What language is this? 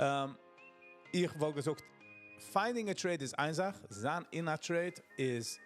Yiddish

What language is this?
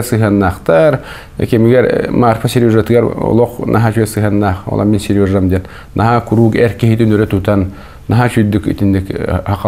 Yakut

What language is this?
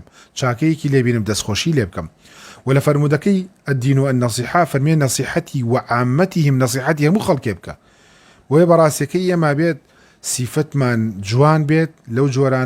Central Kurdish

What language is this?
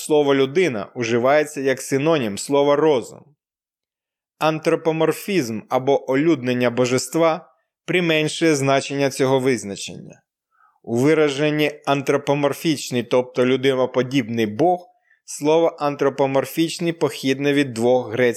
Ukrainian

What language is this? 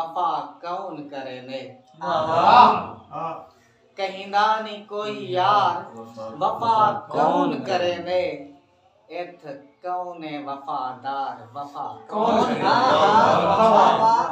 Saraiki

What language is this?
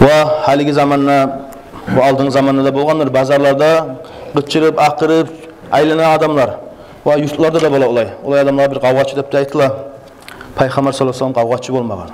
Kumyk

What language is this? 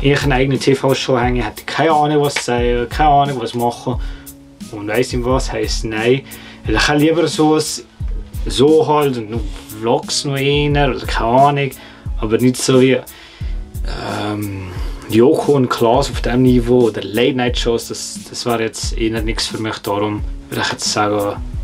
Swiss German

